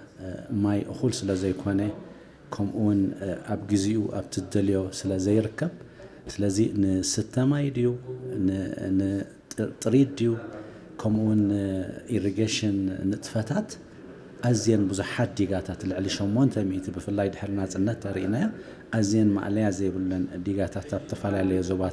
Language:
Tigrinya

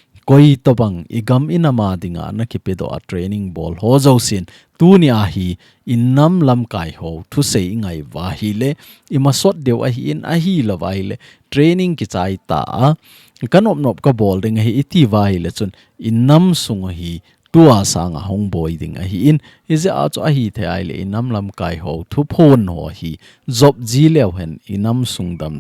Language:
Thado Chin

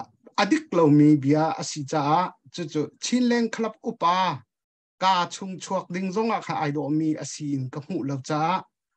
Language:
Hakha Chin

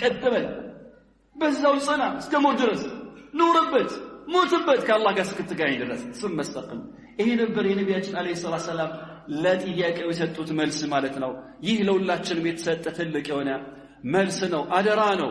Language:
Amharic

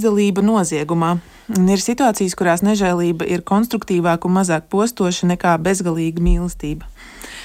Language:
Latvian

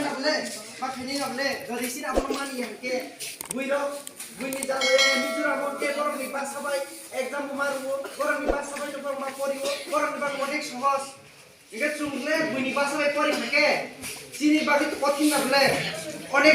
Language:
Kok Borok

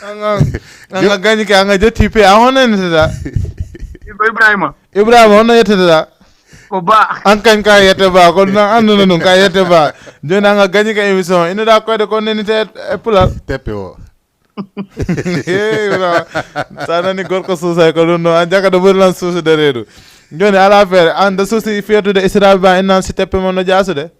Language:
Fula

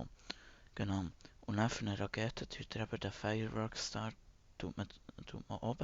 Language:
Swiss German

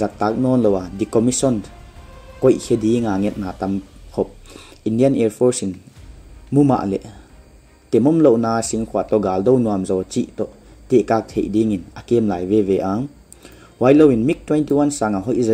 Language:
Paite Chin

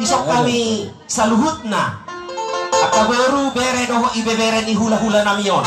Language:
Batak Toba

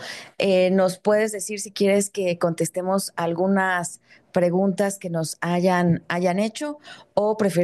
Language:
Spanish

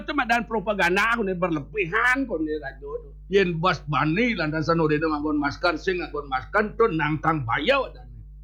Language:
Balinese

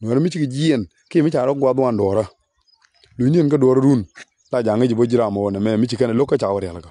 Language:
Nuer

